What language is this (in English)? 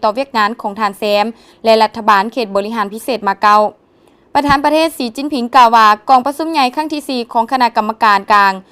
Lao